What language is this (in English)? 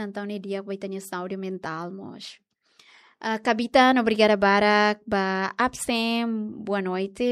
Tetum